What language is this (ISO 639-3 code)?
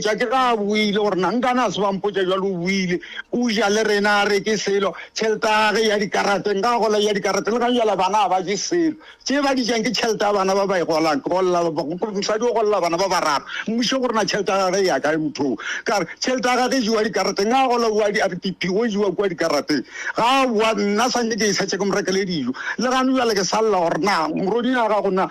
nso